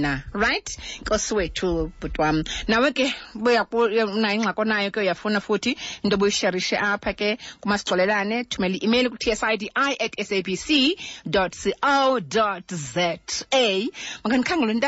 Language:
Xhosa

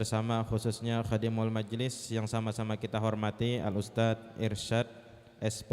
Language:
Banjar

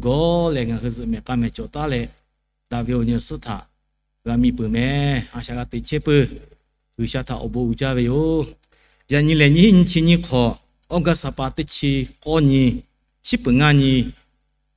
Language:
Lahu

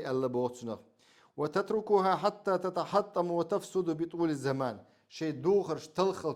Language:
Chechen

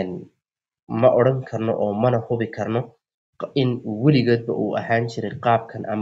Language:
Somali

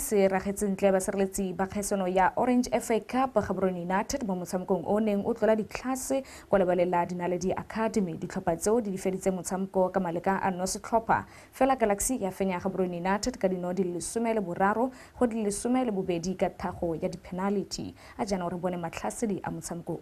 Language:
Tswana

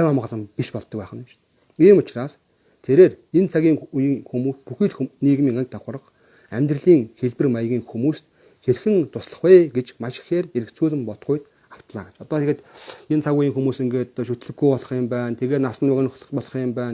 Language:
Mongolian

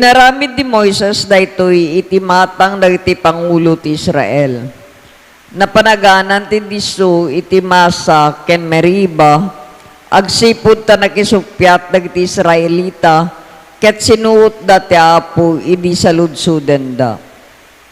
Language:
Iloko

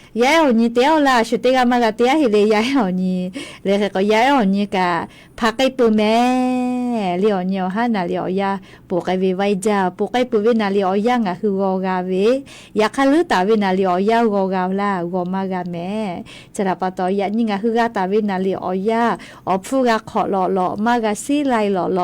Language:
Lahu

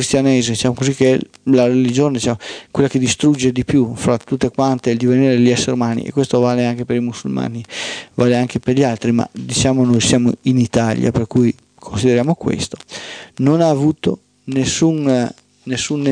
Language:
Italian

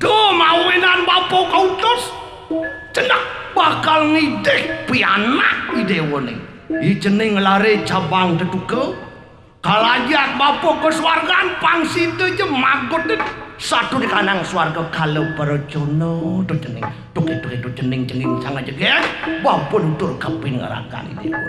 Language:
Balinese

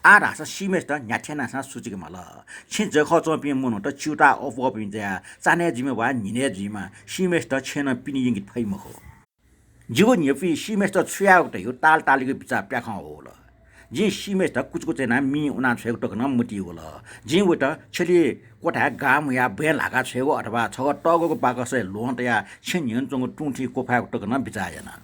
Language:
Newari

